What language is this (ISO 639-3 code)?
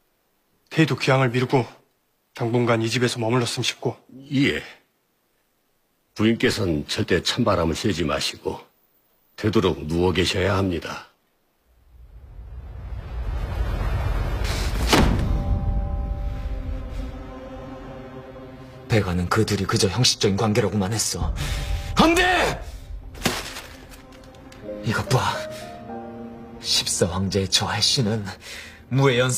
kor